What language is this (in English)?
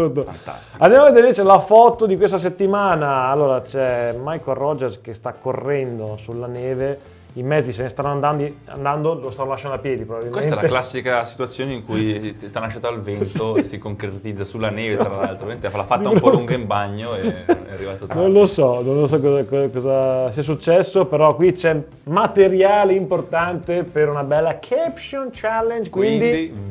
Italian